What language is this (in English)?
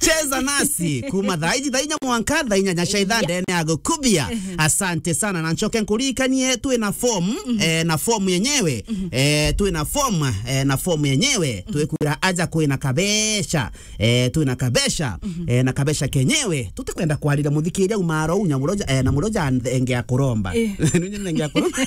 Meru